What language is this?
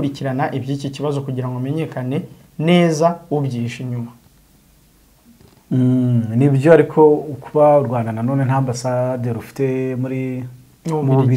Kinyarwanda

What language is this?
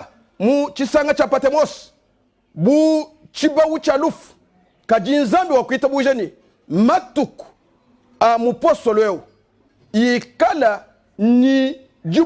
Luba-Lulua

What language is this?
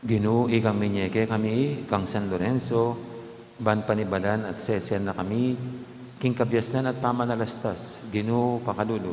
Pampanga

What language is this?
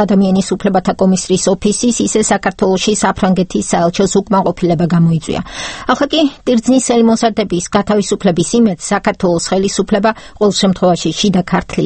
Georgian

